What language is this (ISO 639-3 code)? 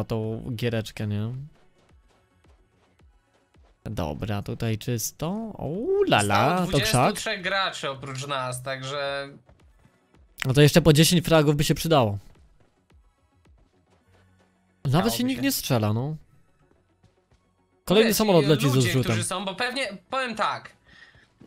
pol